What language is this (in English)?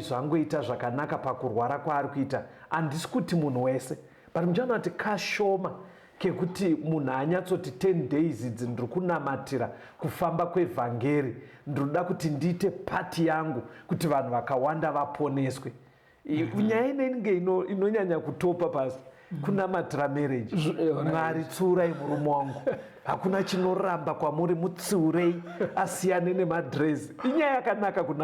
Shona